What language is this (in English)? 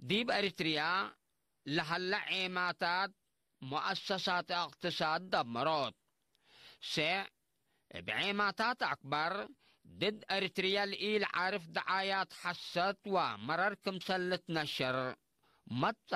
Tigre